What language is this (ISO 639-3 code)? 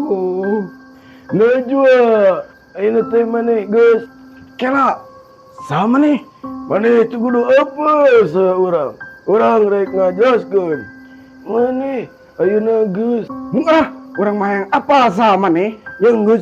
sun